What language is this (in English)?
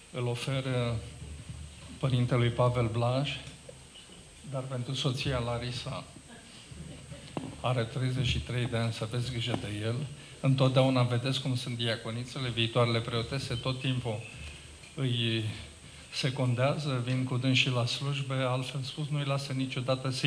Romanian